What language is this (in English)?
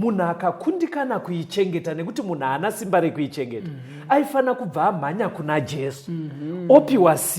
Shona